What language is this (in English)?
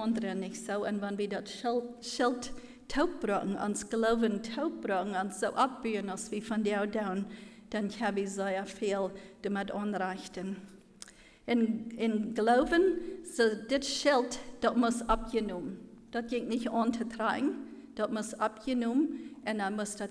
Plautdietsch